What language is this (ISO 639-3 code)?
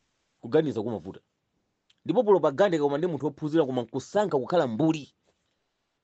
nya